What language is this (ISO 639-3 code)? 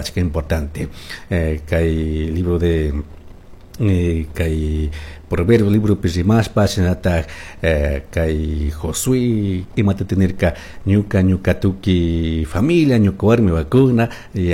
qug